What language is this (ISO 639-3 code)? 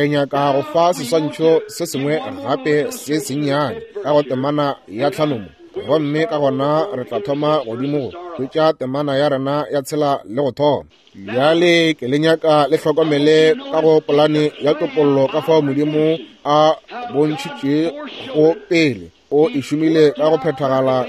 nso